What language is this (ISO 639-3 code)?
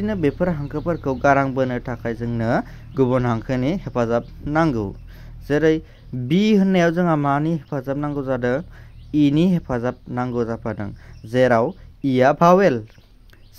brx